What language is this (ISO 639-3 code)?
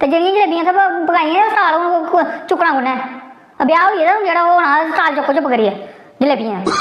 doi